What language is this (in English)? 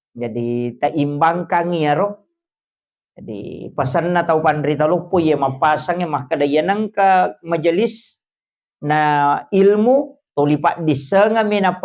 Buginese